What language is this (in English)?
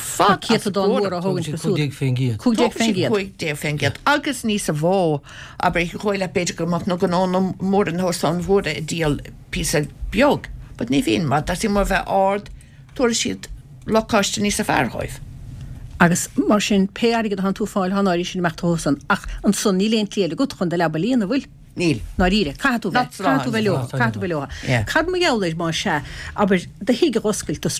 Irish